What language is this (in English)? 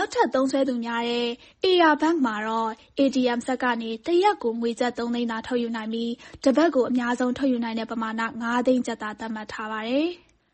Burmese